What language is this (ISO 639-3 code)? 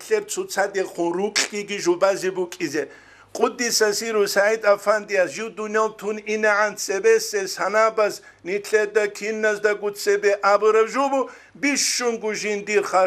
ava